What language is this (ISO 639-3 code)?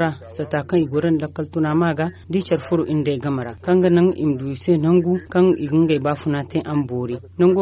dje